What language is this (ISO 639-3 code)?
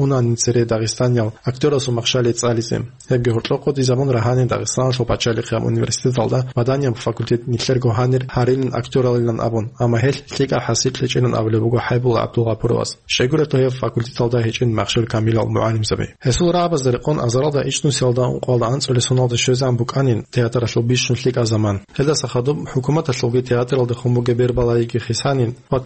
ava